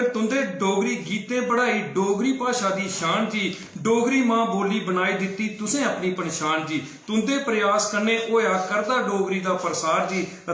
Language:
Dogri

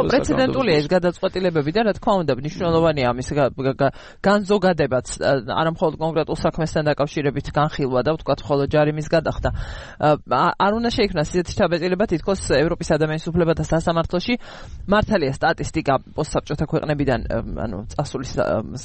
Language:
Georgian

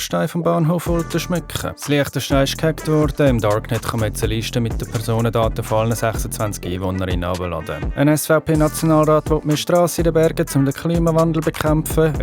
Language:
Swiss German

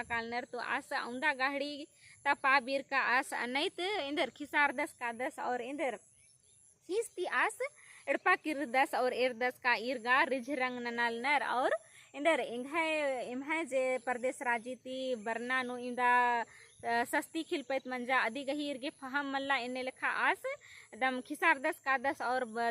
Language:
Kurukh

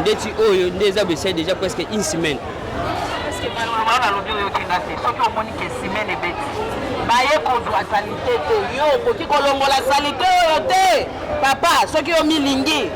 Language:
Lingala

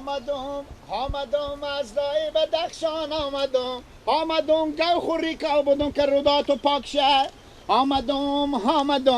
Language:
Persian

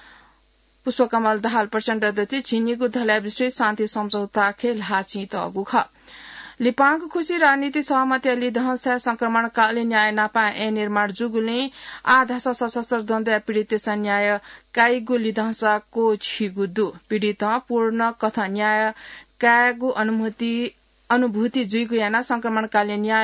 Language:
Newari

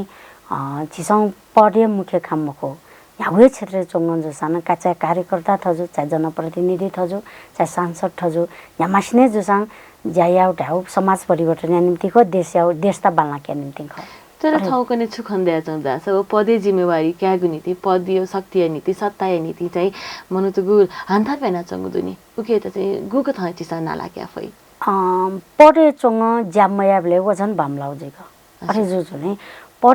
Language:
Newari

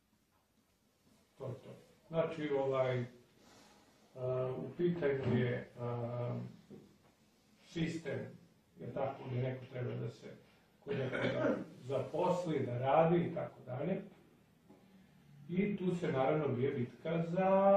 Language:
Serbian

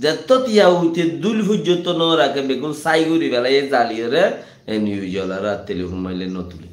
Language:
Rohingya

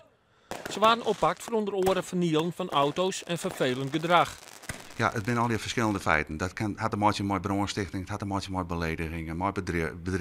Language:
Western Frisian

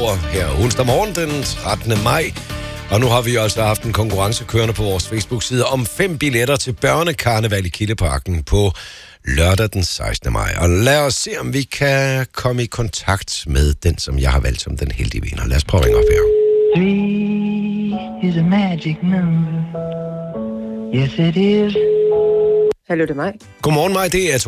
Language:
Danish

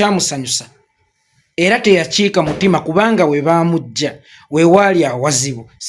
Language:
Ganda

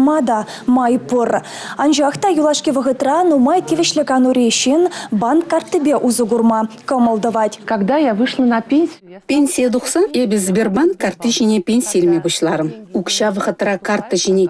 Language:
Chuvash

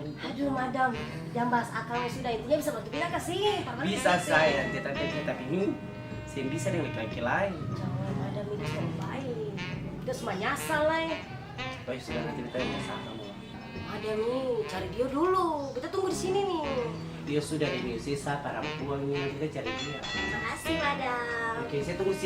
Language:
Ambonese Malay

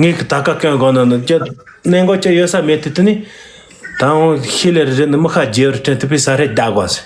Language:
Tibetan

